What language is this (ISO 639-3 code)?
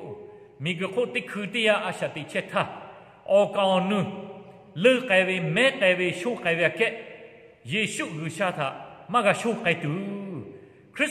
lhu